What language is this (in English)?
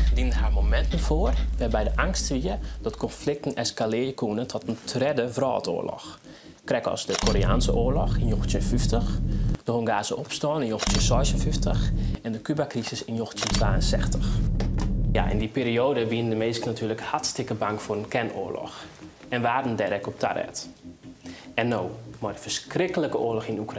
Western Frisian